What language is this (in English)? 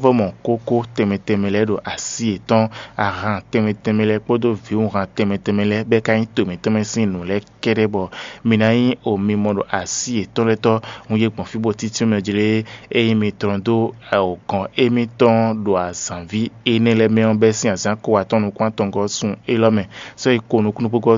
Fon